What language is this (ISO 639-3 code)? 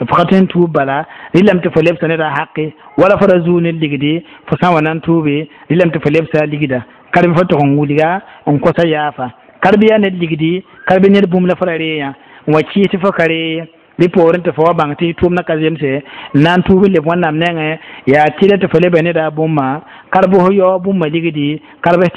mos